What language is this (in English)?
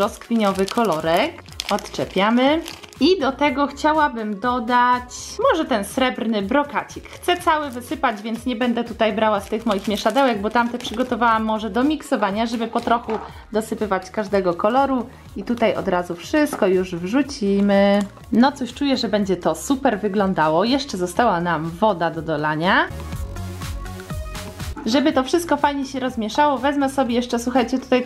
Polish